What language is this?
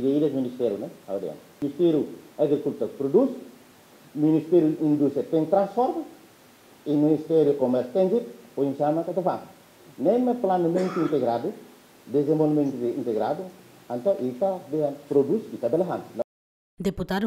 Tetum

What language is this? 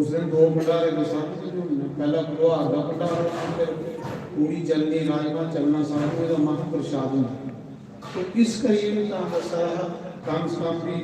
Dogri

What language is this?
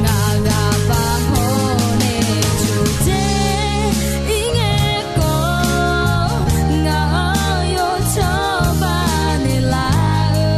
Akha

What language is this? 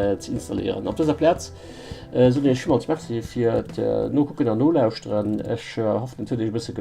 Luxembourgish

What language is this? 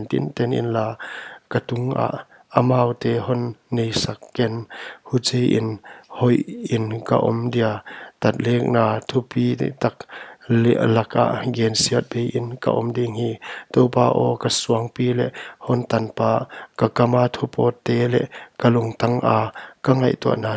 Paite Chin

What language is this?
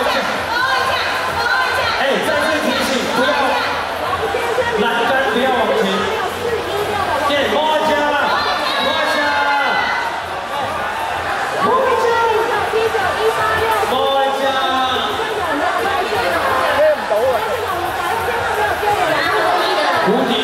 Chinese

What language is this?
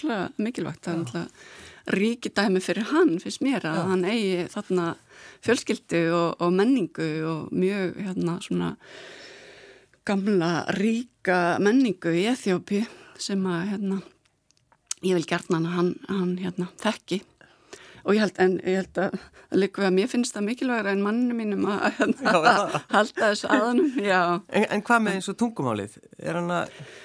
Icelandic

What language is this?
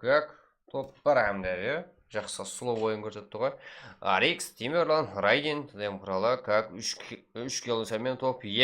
Kara-Kalpak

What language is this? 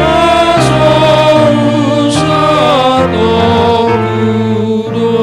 Batak Toba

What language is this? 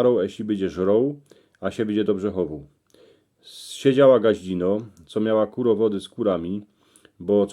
Silesian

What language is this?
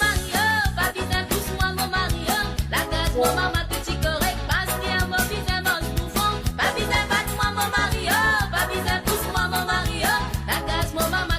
Morisyen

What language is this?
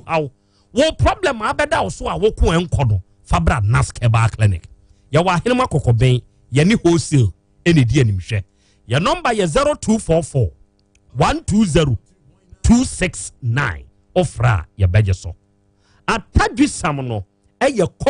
Akan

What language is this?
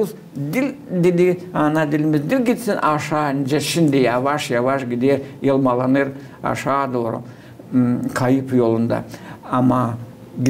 Gagauz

